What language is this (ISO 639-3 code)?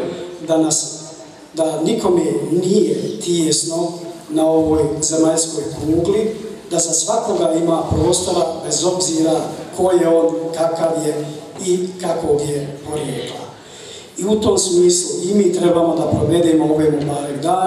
bos